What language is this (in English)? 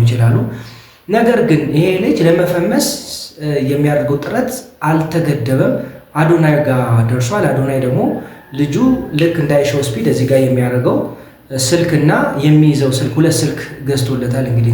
Amharic